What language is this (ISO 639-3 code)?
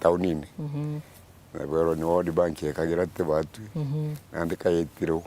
mer